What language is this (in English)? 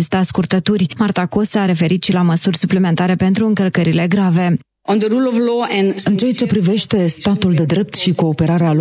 Romanian